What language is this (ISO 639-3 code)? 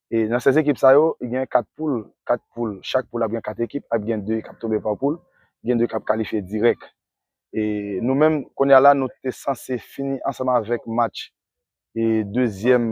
hat